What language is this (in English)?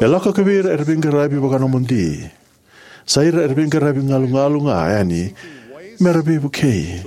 Fijian